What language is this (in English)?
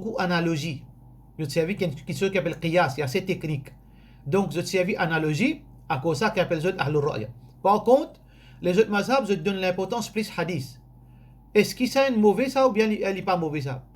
Morisyen